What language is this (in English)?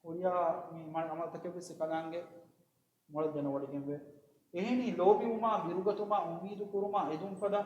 Divehi